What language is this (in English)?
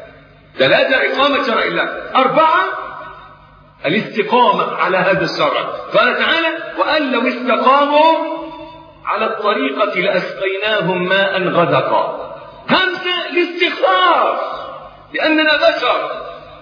Arabic